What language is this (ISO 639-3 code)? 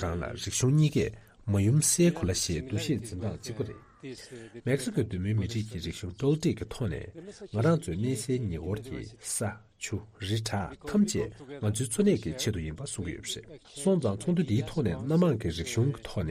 bod